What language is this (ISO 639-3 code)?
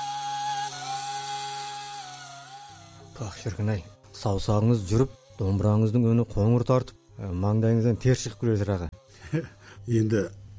kaz